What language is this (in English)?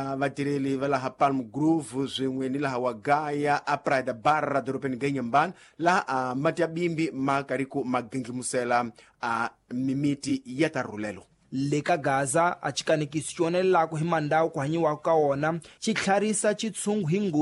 Tsonga